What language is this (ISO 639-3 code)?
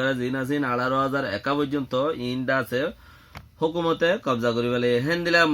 rhg